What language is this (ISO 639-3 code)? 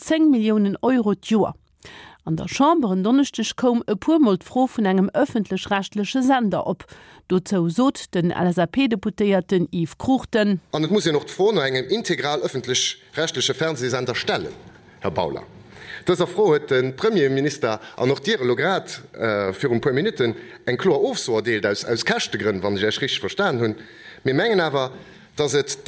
ltz